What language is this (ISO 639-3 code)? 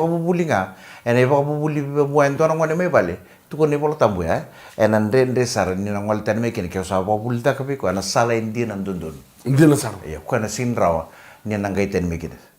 fij